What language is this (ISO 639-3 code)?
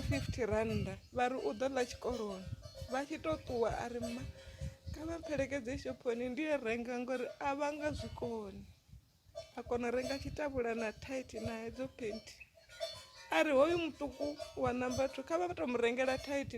ven